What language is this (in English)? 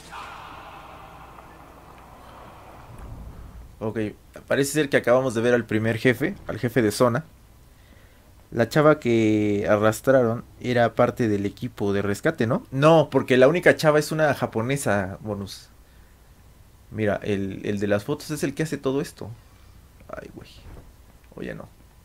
Spanish